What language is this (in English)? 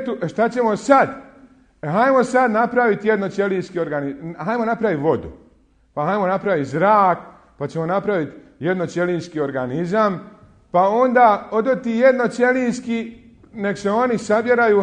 Bosnian